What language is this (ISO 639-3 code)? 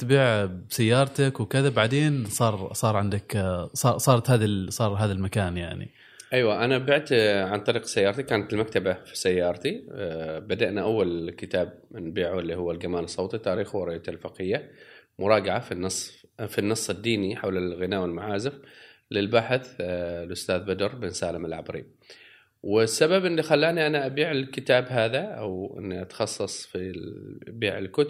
afb